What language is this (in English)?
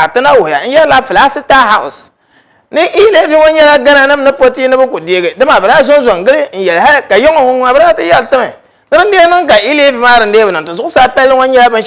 Dagbani